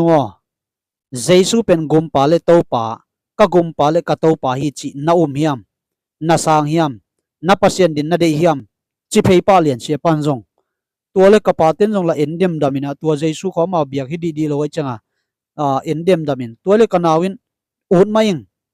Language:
Tedim Chin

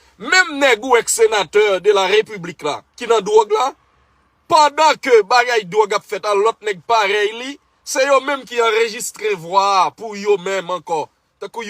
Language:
Haitian Creole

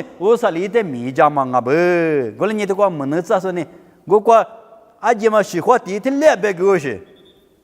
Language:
Lisu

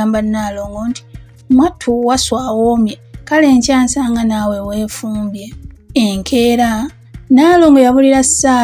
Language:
Ganda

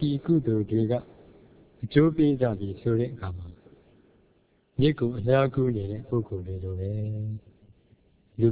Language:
Burmese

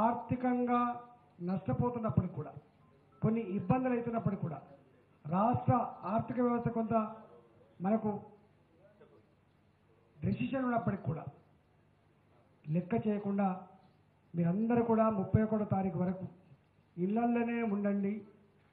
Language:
Telugu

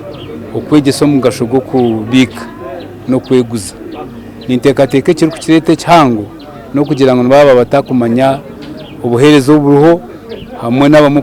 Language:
Nyankole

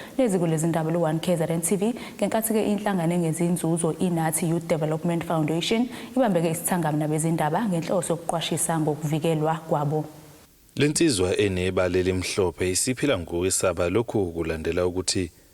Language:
Zulu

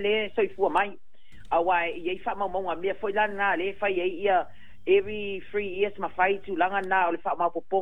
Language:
Samoan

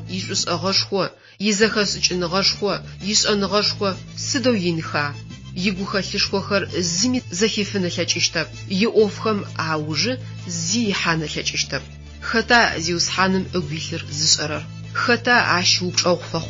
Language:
Adyghe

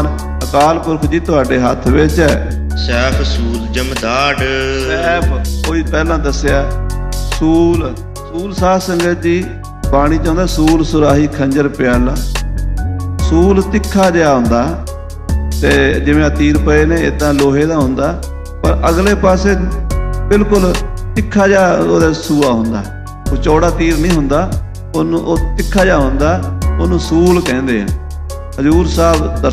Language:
Punjabi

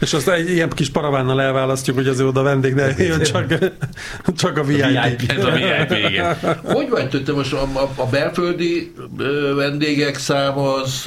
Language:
Hungarian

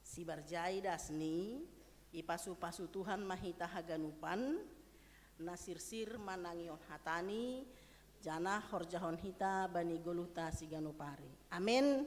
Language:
Batak Simalungun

